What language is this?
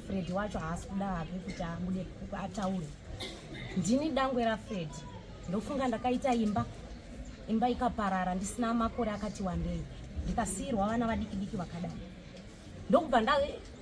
Shona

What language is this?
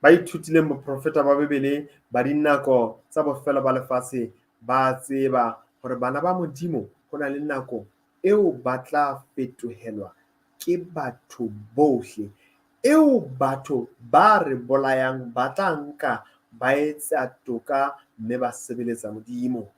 Southern Sotho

